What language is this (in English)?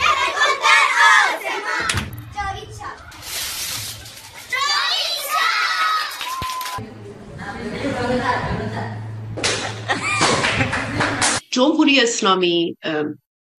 Persian